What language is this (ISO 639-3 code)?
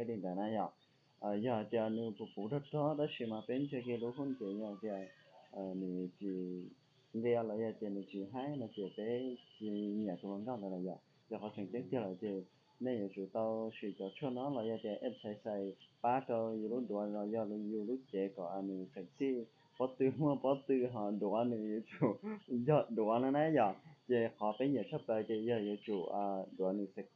hmn